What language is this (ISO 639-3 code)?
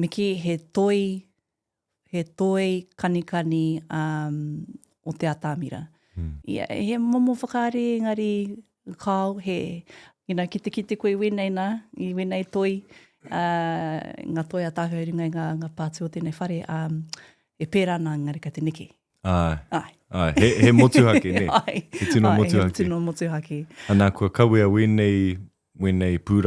mri